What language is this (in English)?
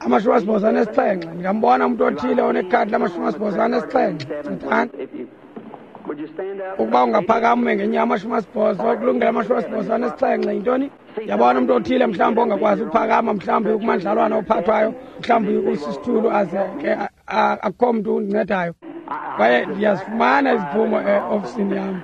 Xhosa